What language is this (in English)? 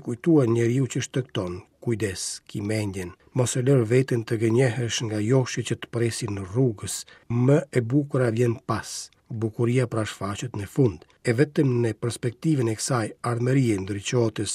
Albanian